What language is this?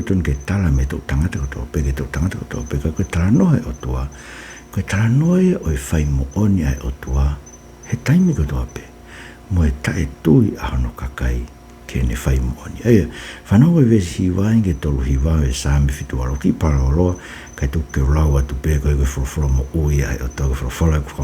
Tongan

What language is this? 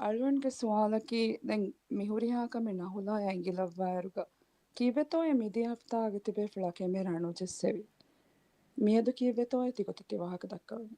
Divehi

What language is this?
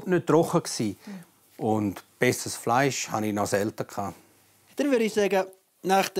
Swiss German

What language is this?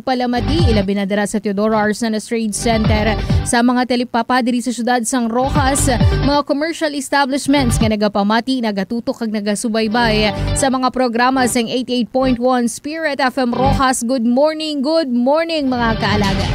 Hiligaynon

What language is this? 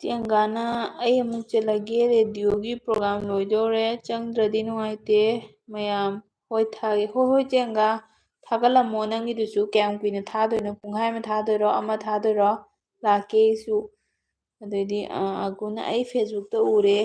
Manipuri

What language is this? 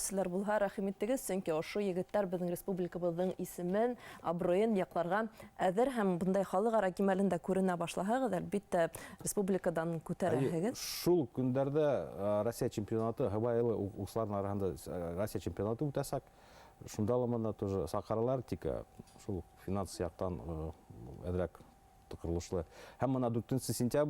Bashkir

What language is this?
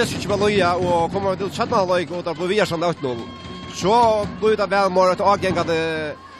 Faroese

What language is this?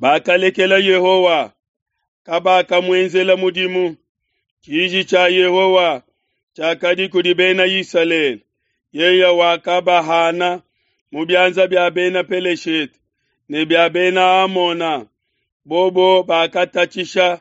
Luba-Lulua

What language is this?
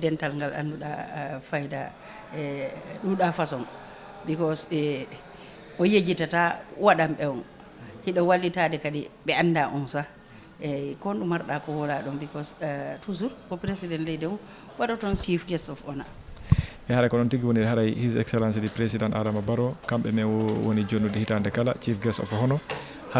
Fula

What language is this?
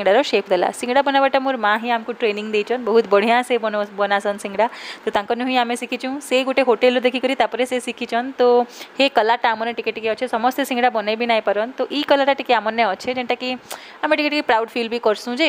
Sambalpuri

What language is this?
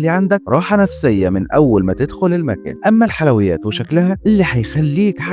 Egyptian Arabic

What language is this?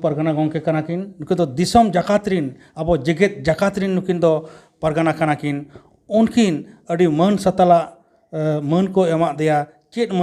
Santali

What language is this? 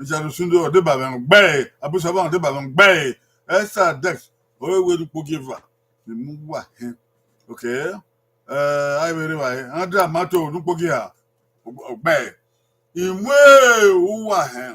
Bini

